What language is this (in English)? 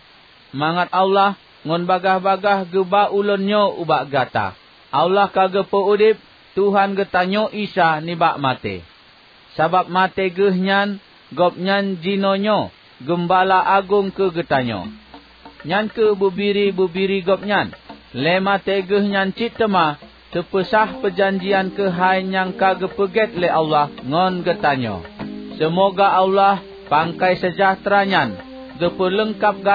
Achinese